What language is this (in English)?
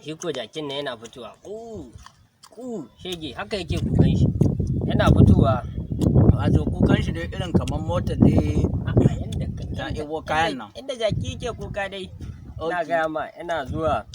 Hausa